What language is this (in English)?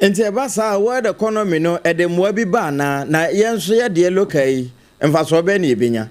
Akan